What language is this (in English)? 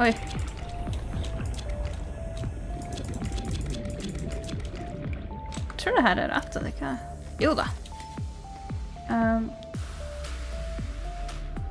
Norwegian